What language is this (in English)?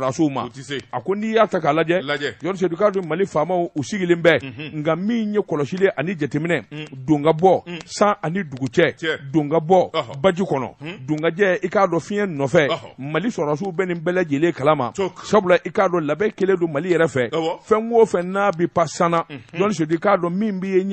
Bambara